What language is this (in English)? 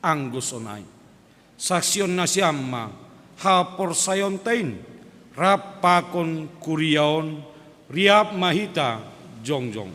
Batak Simalungun